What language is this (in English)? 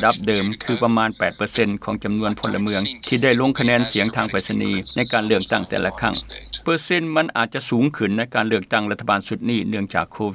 Lao